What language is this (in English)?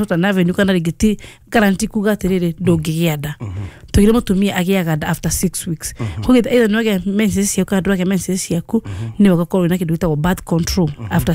Kikuyu